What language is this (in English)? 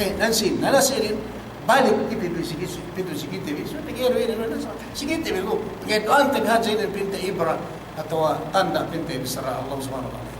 Yakan